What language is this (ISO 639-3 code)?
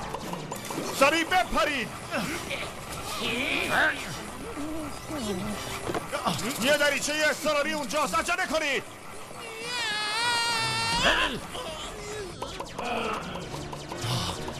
fas